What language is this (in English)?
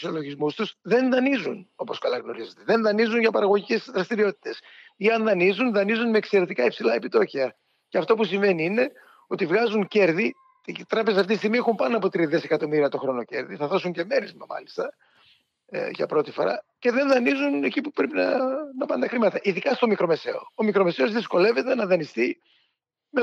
Greek